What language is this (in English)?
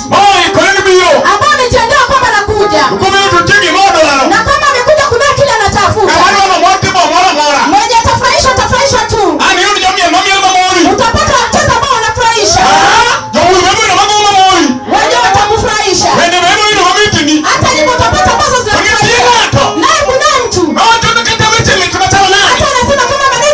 Luo (Kenya and Tanzania)